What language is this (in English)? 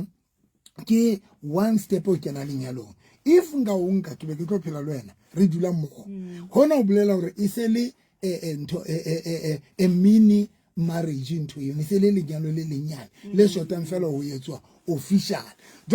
Southern Sotho